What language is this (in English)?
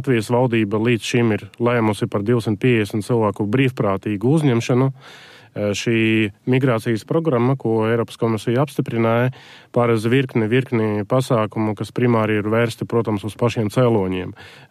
Latvian